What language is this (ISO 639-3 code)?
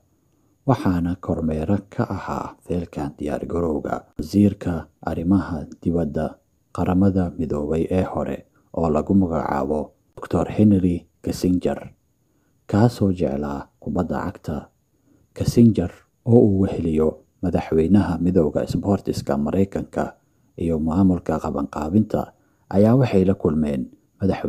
som